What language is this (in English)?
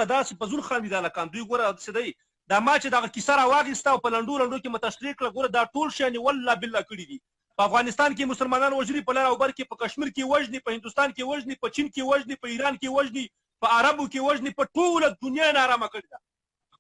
Pashto